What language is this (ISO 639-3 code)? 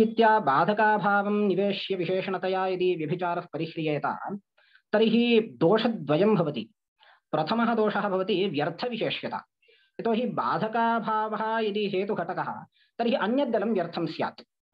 san